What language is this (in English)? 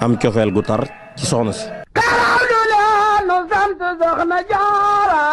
Wolof